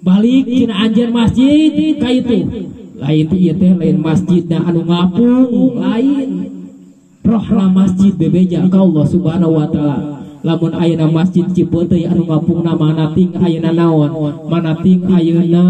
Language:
Sundanese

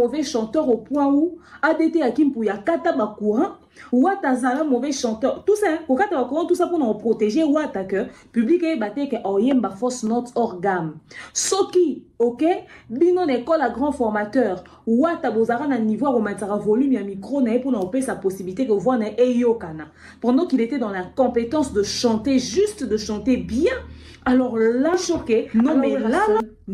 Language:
Lingala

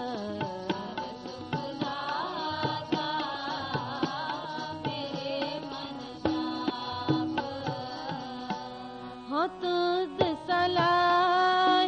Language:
Punjabi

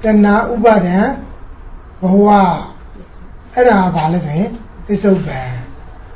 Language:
Burmese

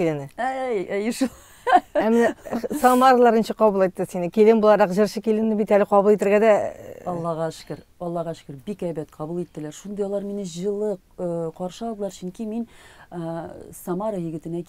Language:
Tatar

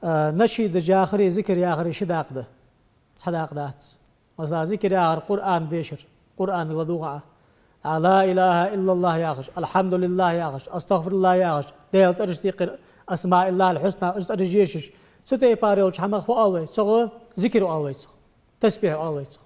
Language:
Ingush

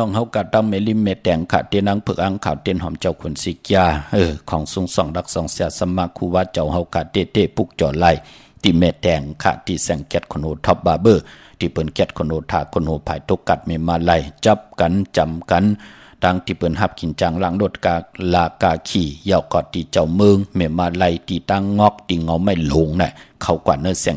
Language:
Shan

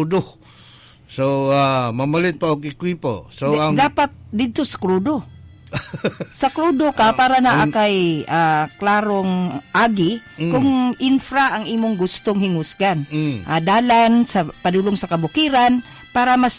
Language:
Cebuano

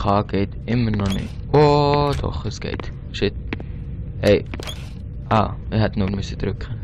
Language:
Swiss German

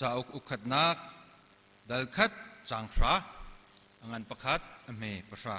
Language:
Hakha Chin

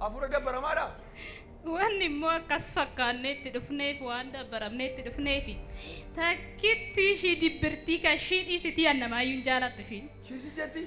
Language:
Oromo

